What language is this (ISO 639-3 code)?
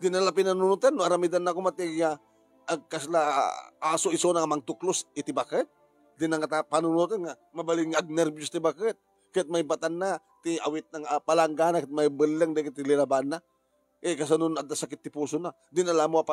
ilo